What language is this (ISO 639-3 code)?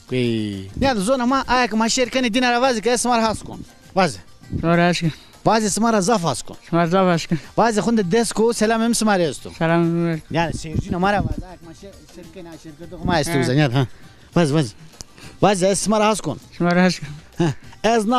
zza